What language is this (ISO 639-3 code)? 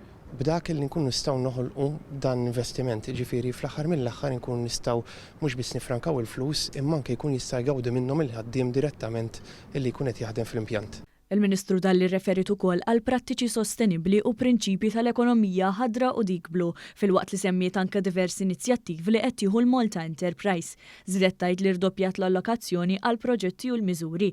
mlt